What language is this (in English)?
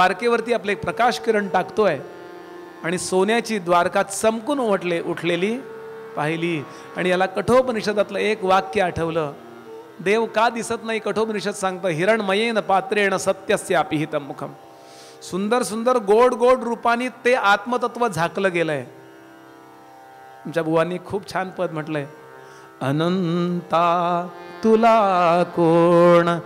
Marathi